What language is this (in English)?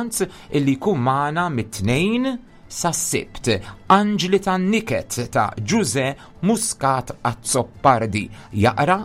Maltese